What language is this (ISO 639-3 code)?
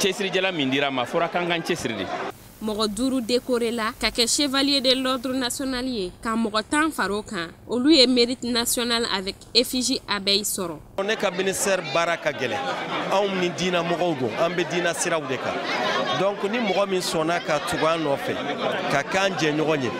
bam